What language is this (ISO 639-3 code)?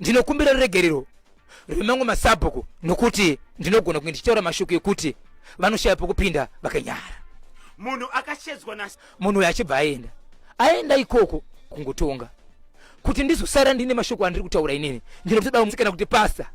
sna